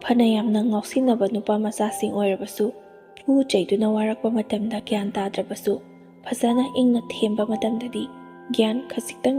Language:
Manipuri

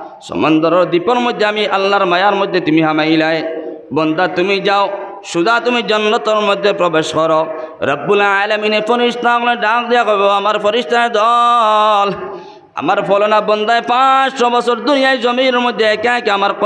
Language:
Sylheti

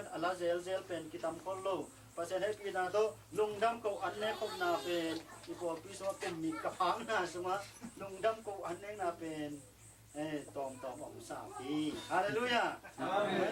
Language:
Tedim Chin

